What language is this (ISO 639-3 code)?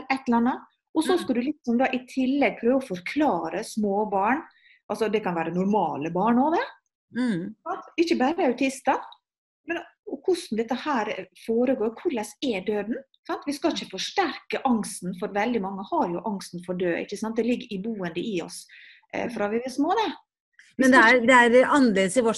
nor